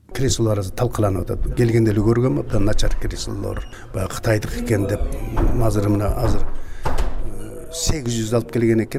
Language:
Kyrgyz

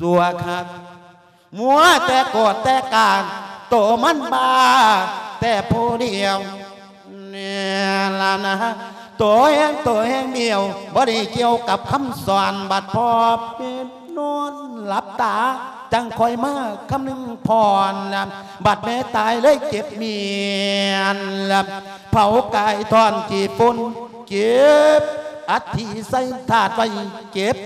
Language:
Lao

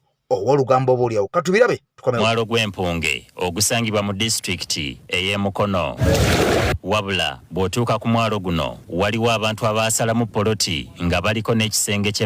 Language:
Ganda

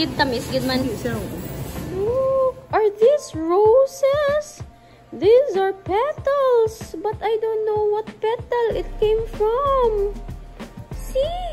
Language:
Hiligaynon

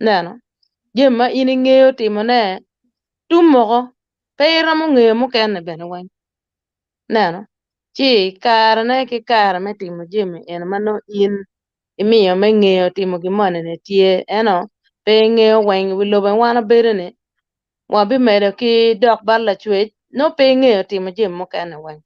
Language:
Acoli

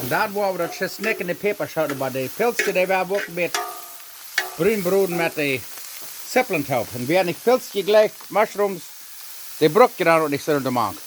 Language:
Plautdietsch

